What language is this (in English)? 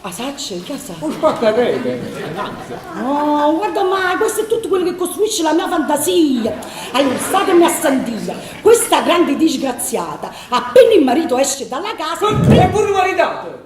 Neapolitan